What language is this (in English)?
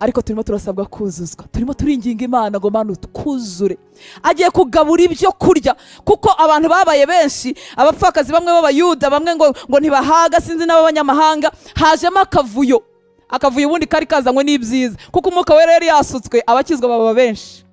Kinyarwanda